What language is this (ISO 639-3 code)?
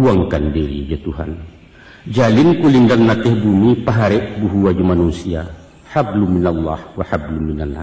min